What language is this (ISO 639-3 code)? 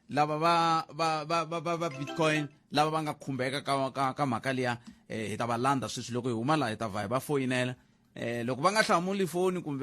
tso